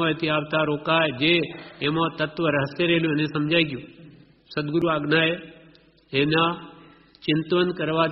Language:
Gujarati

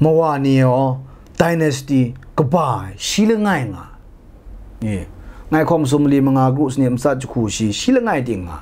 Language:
Kachin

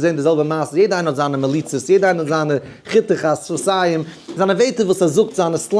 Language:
Yiddish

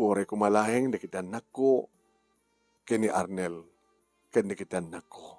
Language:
Iloko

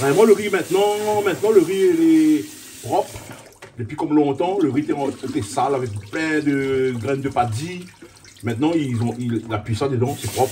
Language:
Réunion Creole French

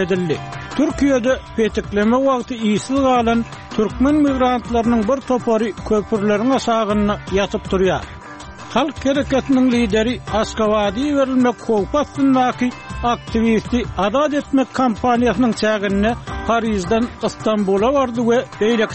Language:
Turkmen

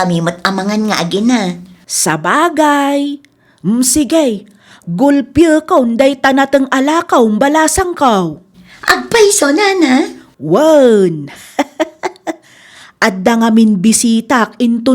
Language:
Iloko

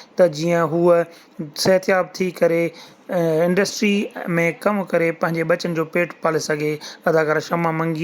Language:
Sindhi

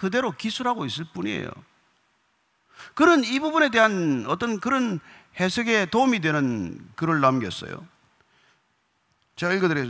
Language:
Korean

